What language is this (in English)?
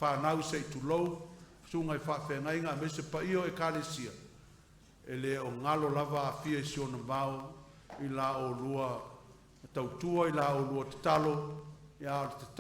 Samoan